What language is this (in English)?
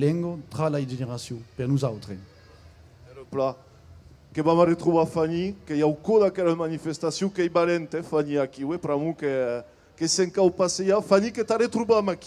Occitan